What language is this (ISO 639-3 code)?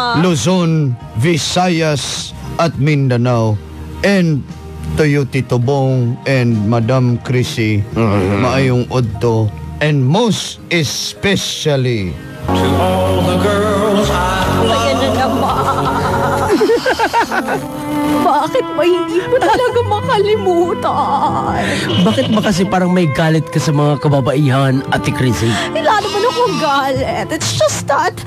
fil